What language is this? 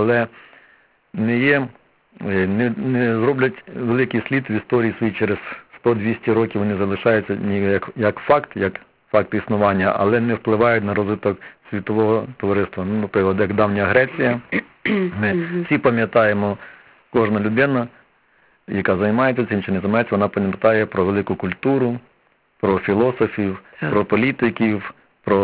Ukrainian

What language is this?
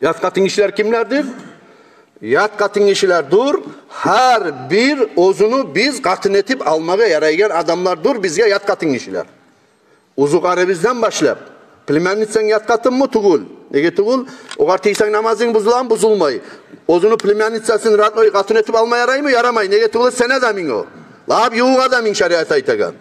Kumyk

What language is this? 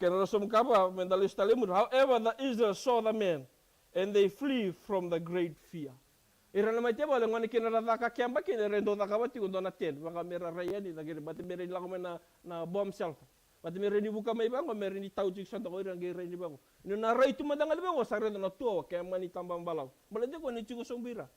Fijian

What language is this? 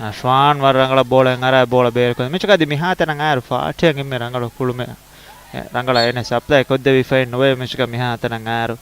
Divehi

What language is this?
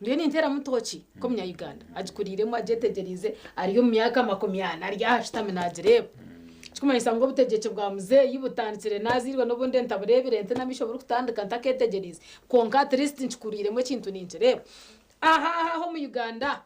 Nyankole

